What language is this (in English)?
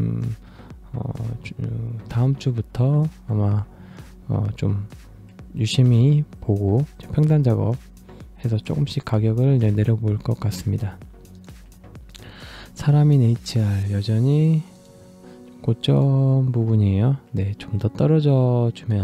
Korean